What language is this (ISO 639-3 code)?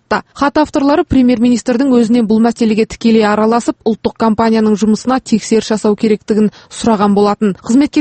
kaz